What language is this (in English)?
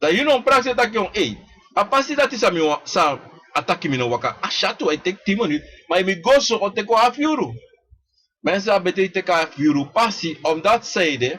Sranan Tongo